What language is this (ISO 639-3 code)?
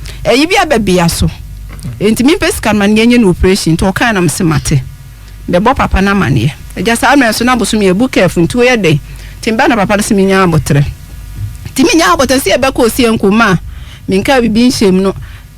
aka